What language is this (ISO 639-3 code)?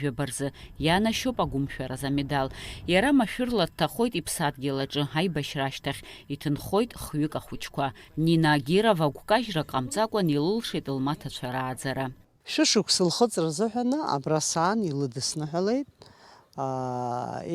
abk